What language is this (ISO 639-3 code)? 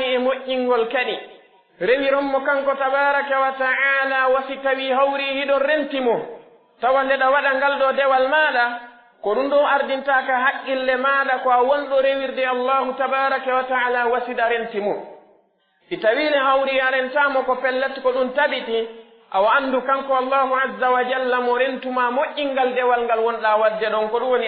fuf